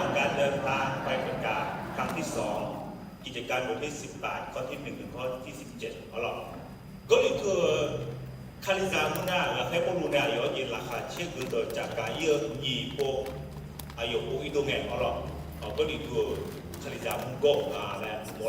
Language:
Akha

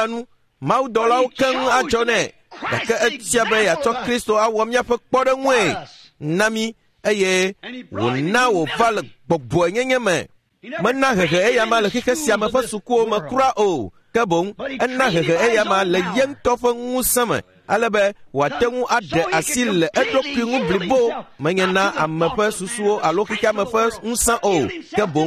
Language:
Ewe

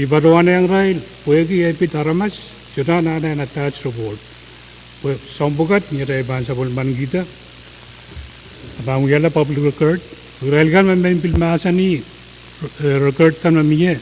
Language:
Pohnpeian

